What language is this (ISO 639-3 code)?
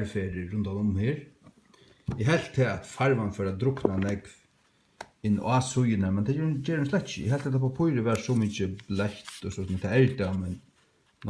fao